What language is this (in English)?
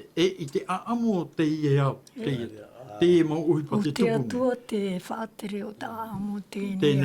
Tahitian